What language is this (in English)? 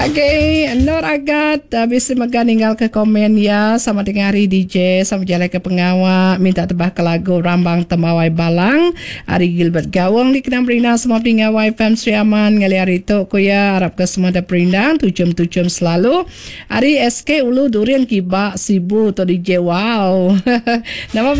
Iban